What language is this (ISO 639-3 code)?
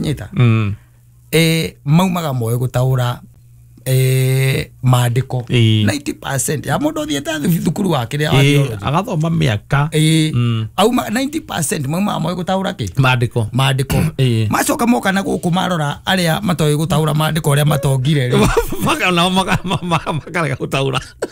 kik